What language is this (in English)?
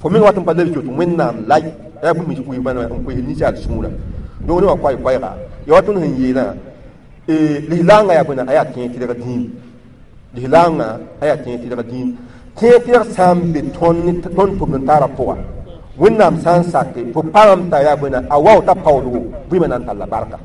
Mossi